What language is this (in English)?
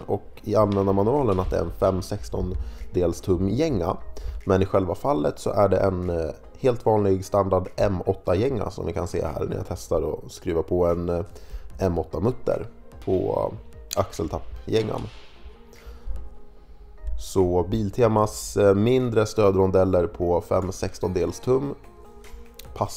Swedish